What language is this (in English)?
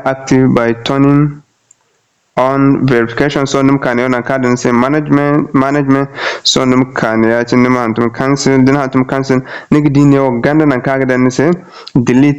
Zarma